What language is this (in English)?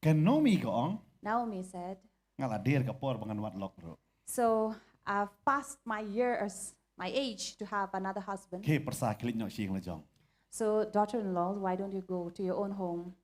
Khasi